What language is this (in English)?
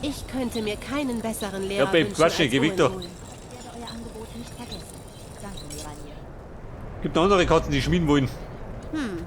Bavarian